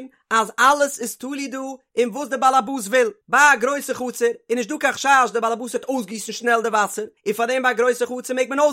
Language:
Yiddish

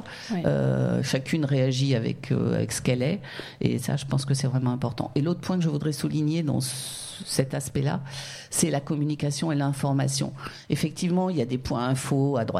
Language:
French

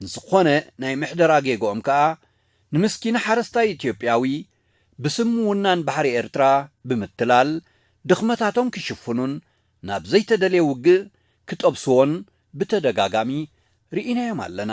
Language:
Tigrinya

